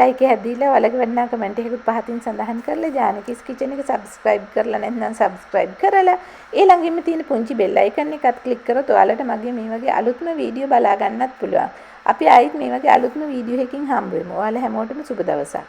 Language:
Sinhala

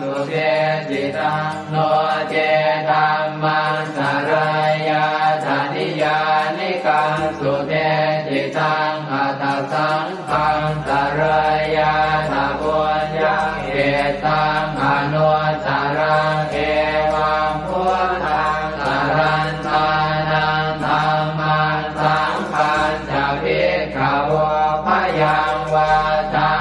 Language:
Pali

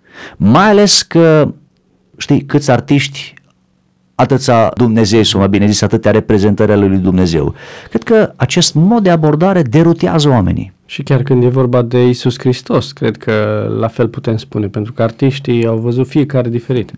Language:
Romanian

